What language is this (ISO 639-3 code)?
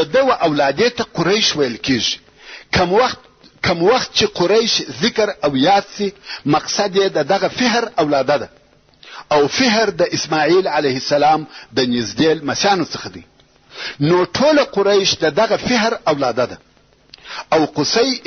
pus